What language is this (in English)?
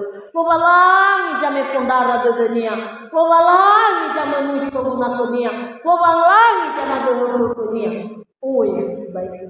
Nias